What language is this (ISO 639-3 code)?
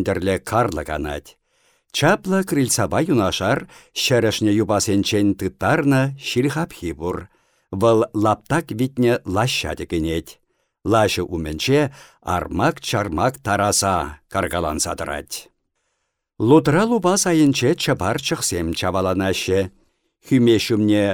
chv